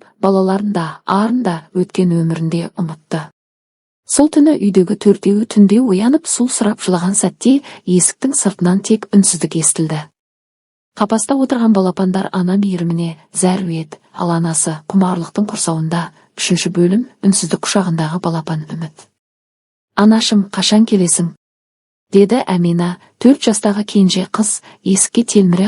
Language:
Kazakh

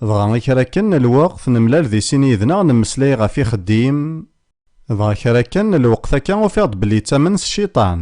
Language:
Kabyle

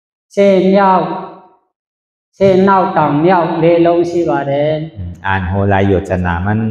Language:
Shan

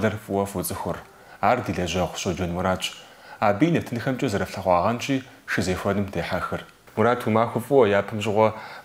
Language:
Kabardian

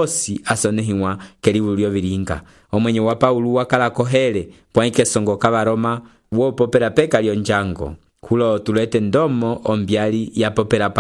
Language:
Umbundu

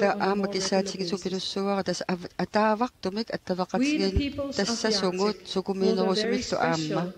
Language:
Kalaallisut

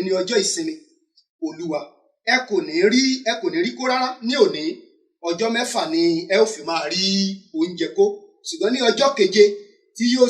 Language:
Yoruba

